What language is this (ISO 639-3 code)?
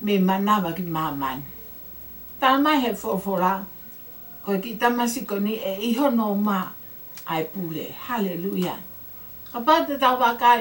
ton